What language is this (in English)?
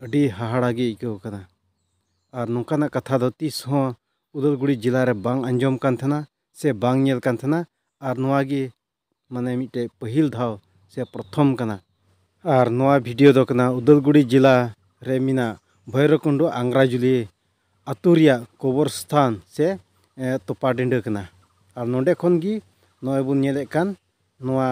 Santali